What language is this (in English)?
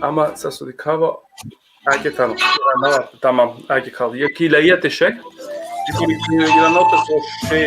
Balkan Romani